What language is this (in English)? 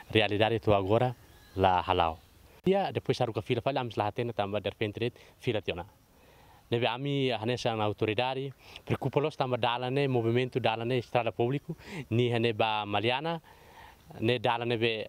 Tetum